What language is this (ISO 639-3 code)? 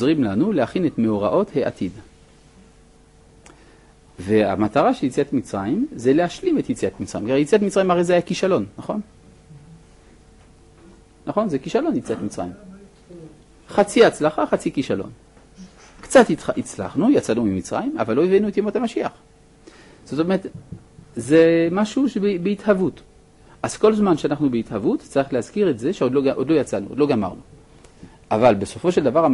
heb